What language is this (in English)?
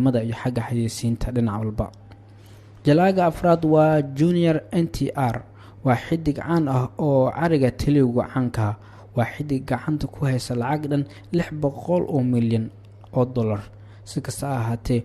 Somali